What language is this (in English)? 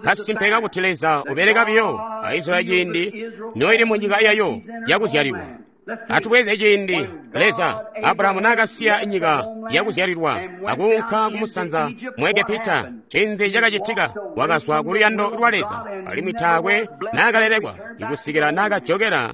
Tonga (Zambia)